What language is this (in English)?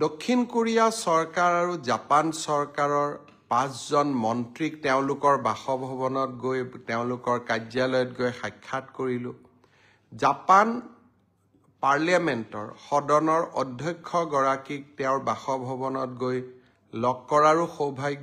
Assamese